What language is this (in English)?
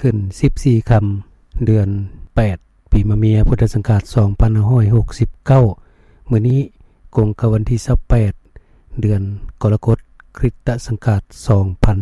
Lao